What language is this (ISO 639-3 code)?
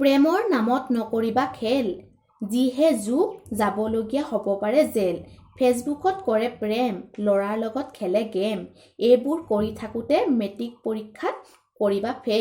asm